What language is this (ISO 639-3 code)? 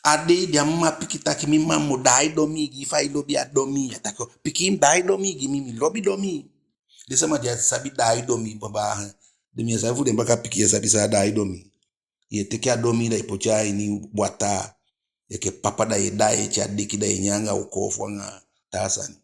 djk